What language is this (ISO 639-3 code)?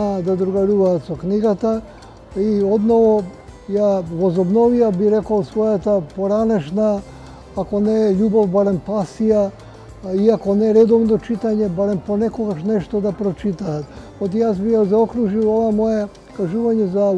mkd